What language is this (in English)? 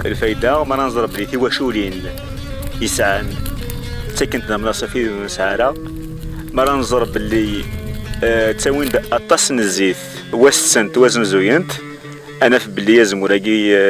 Kabyle